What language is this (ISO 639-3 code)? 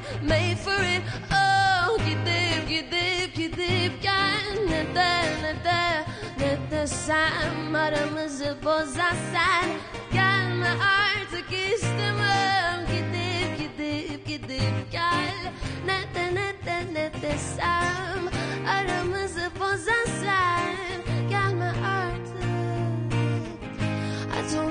tur